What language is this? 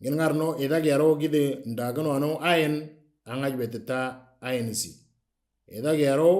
Moro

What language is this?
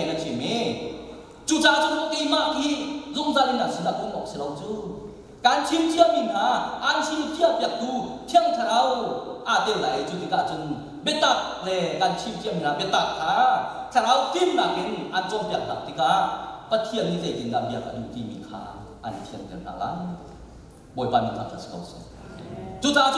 Hakha Chin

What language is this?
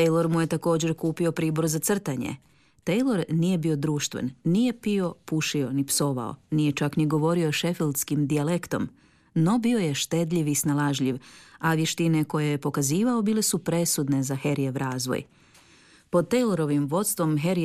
Croatian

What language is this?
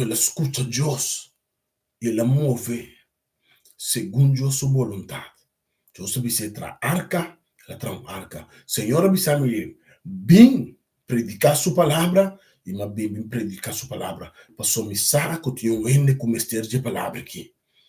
Papiamento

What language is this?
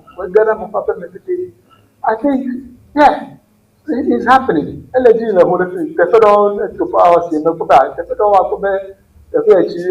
Ewe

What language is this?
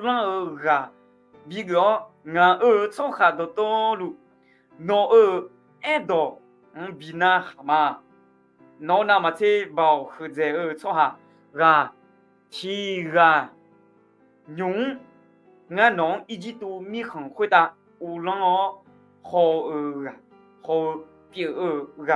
Akha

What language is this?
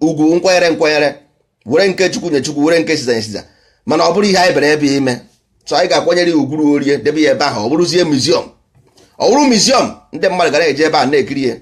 Igbo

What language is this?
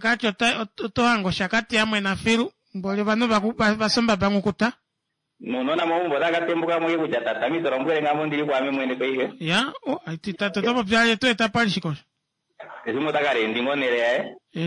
Kuanyama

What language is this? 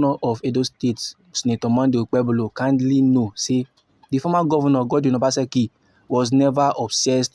Nigerian Pidgin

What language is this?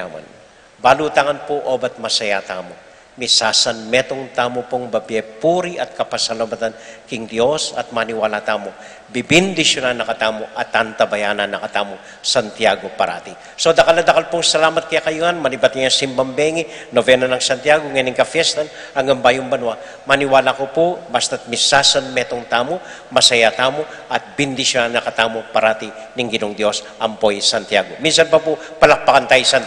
Pampanga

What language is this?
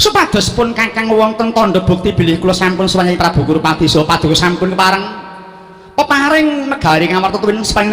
Javanese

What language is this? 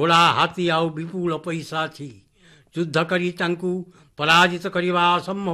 Odia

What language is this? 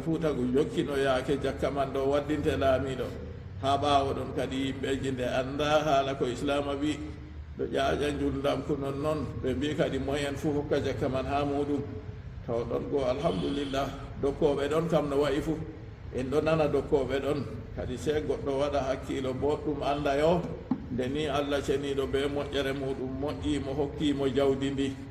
Fula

